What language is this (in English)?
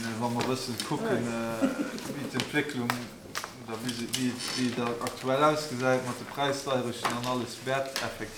Luxembourgish